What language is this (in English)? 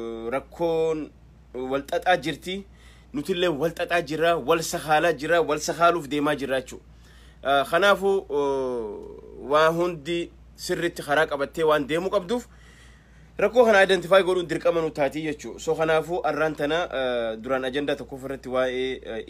Oromo